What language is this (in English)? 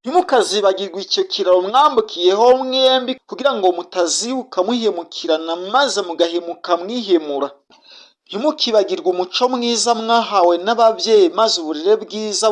Kinyarwanda